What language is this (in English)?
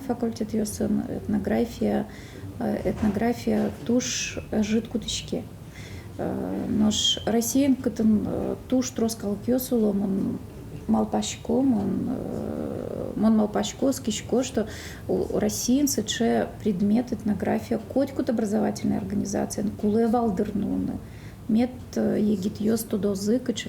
Udmurt